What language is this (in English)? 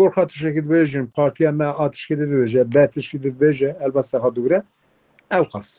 Kurdish